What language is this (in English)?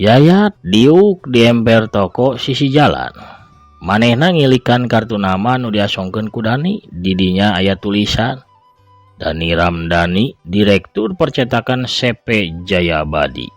Sundanese